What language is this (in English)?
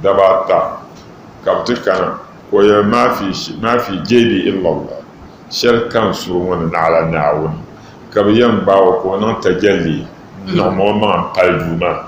Dagbani